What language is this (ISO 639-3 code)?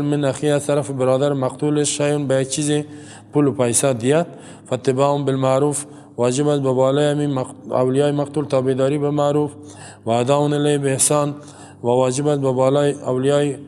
fas